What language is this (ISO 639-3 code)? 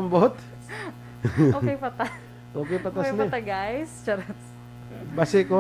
hil